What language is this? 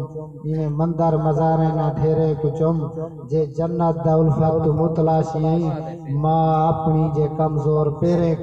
Saraiki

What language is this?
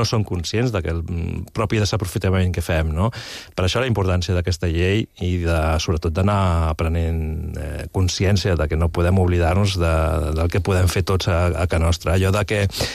Catalan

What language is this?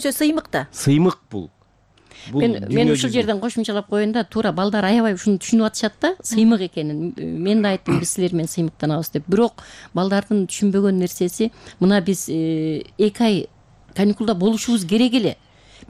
Kyrgyz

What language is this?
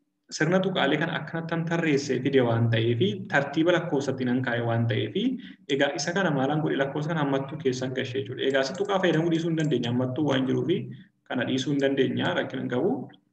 Oromo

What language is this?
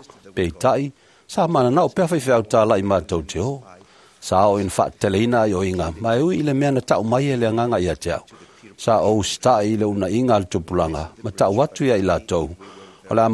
Samoan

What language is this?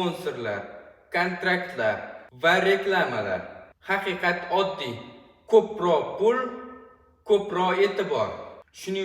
Uzbek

